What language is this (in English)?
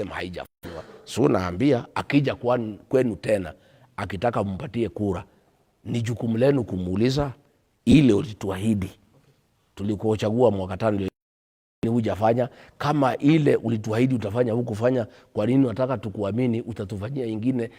Swahili